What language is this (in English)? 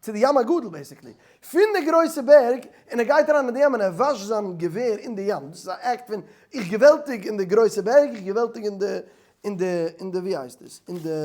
Yiddish